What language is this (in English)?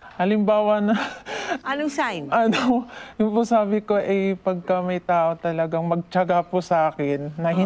Filipino